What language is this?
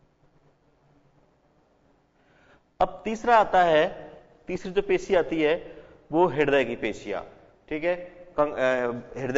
Hindi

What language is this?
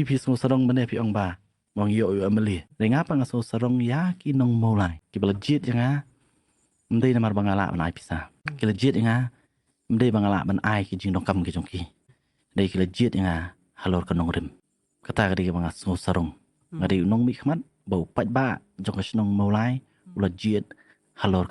Khasi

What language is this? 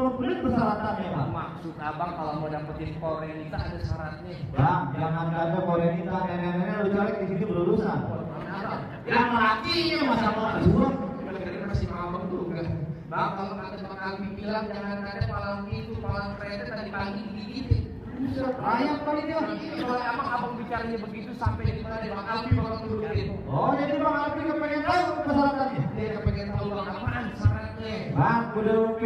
Betawi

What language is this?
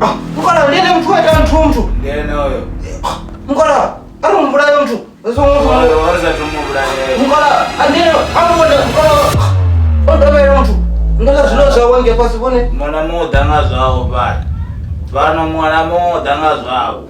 Venda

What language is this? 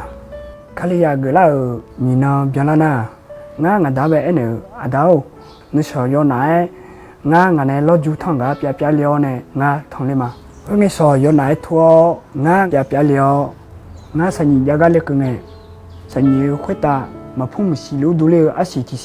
Akha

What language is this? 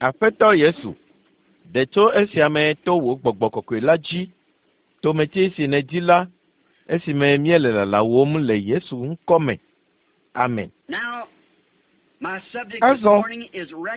Ewe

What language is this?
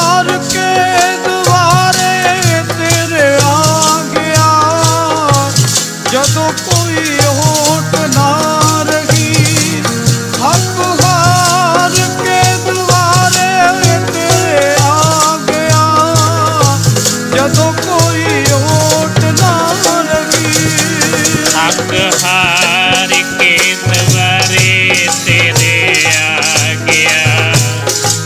Punjabi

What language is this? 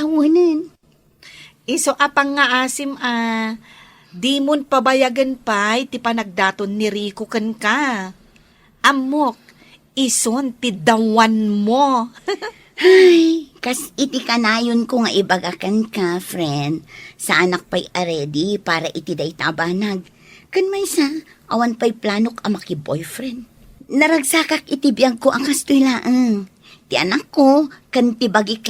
Iloko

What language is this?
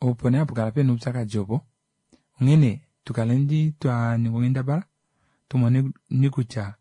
Kuanyama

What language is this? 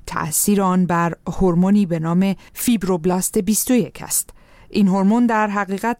Persian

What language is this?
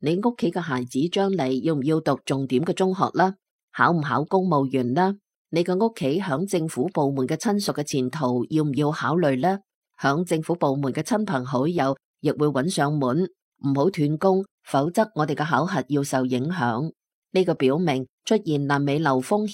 Cantonese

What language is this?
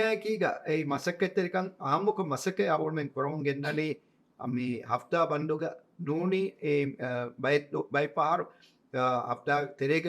Divehi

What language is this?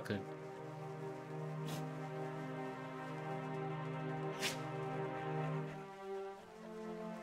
German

